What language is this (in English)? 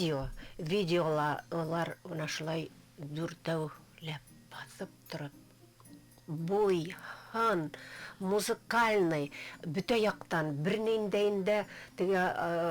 Bashkir